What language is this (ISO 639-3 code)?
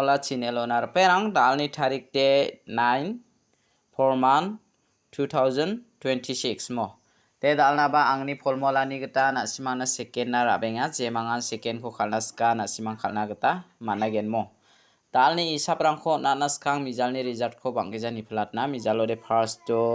grt